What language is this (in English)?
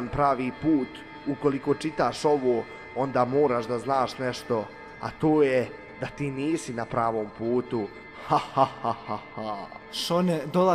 Bosnian